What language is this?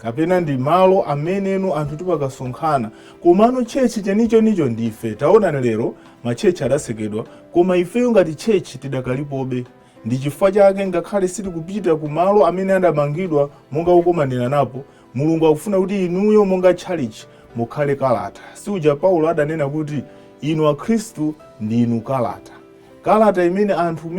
Nyanja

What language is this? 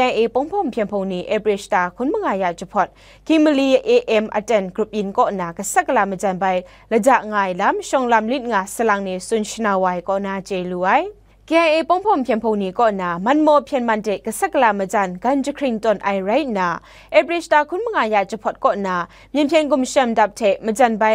Kachin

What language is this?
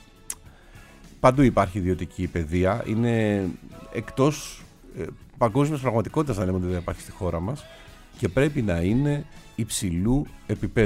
Greek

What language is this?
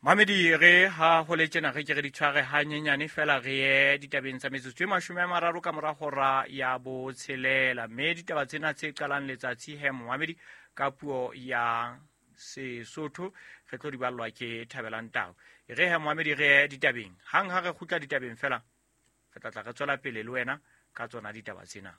Southern Sotho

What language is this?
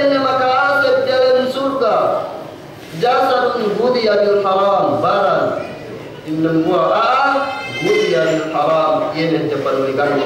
Yakan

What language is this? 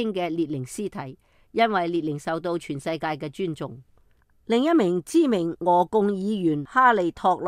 Cantonese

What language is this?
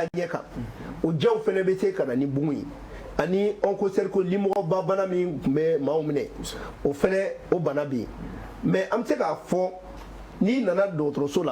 Bambara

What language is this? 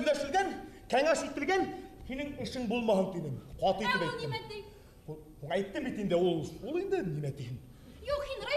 Bashkir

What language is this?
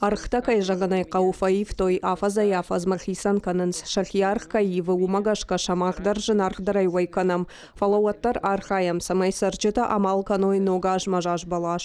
Ossetic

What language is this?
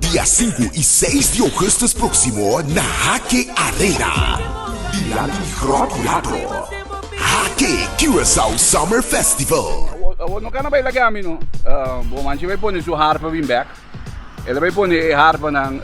Papiamento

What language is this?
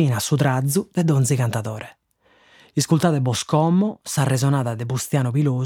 Sardinian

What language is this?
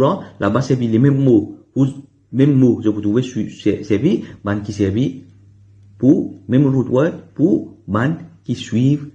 Morisyen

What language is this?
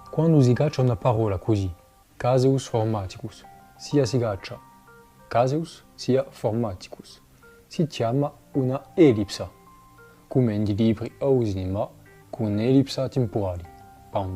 Corsican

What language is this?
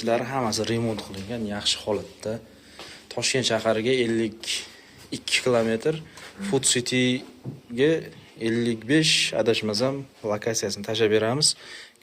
Uzbek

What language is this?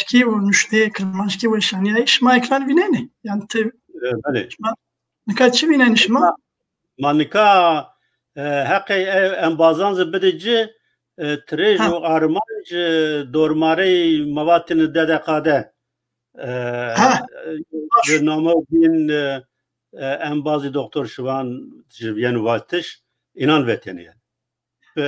Zaza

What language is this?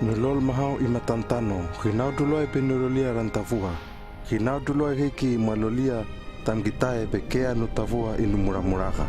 Hano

